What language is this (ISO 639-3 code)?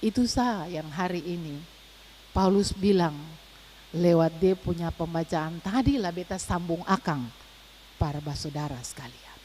abs